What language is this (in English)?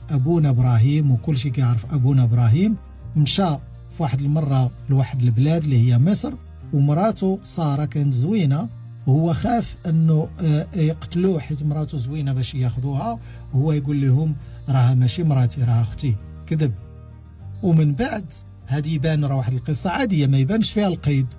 Moroccan Arabic